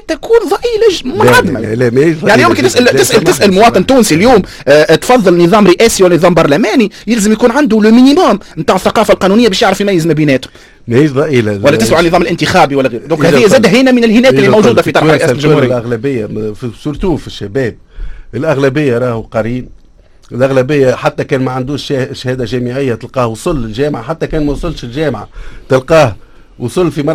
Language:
Tunisian Arabic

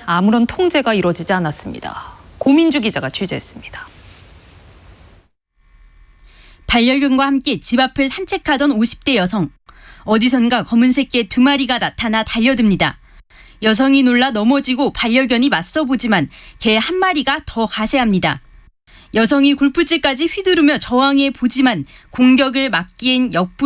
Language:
Korean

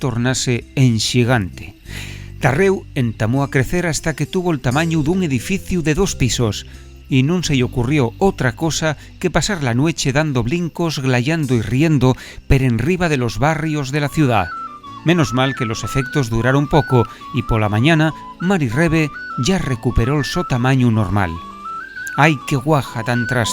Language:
Asturian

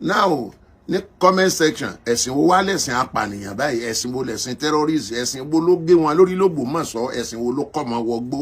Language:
Yoruba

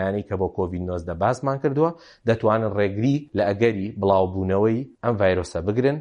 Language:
Central Kurdish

